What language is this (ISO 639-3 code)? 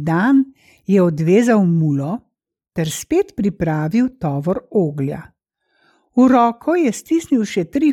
slv